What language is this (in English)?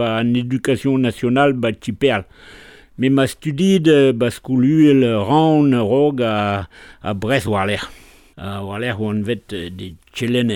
Breton